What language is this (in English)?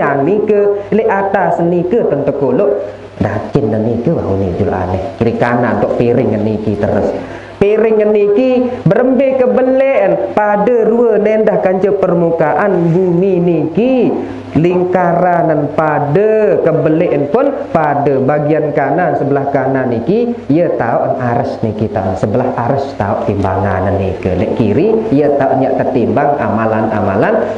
Sasak